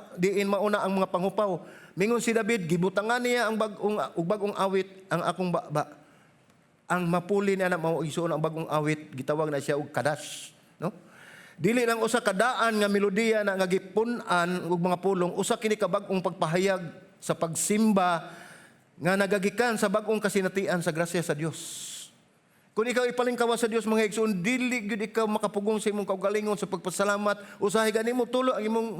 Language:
Cebuano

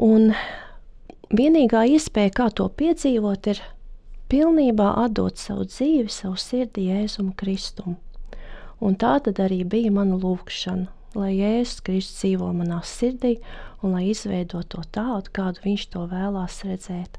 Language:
Latvian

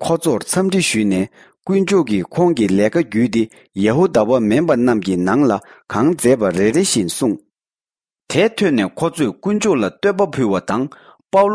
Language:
Tibetan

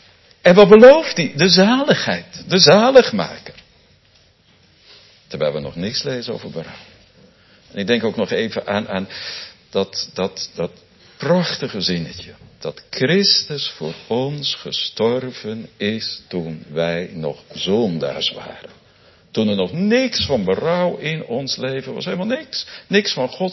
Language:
Dutch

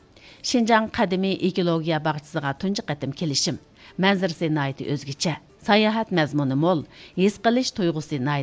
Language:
Uyghur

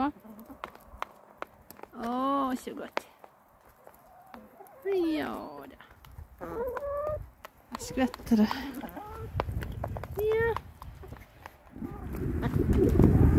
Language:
Norwegian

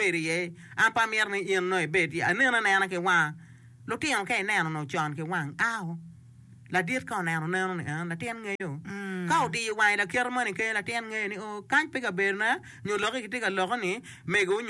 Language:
Acoli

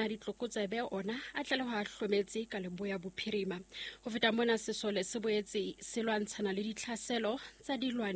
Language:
Southern Sotho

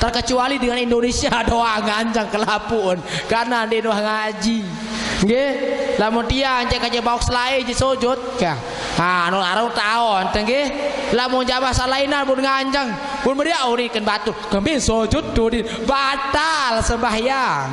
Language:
Sasak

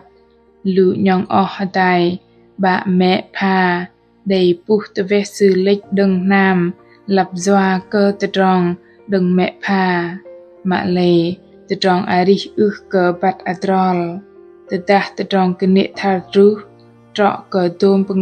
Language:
Bahnar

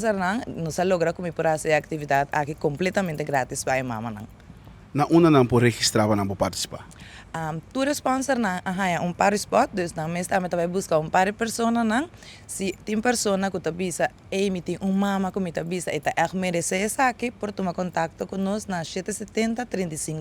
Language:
Papiamento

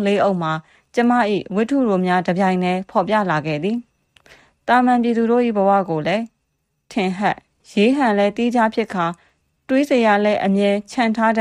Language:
Burmese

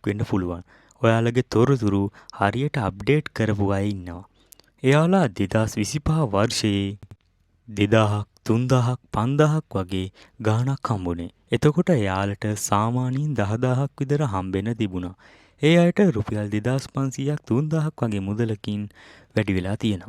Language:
Sinhala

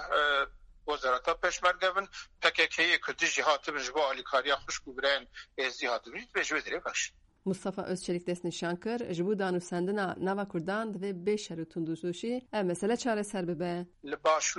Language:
Kurdish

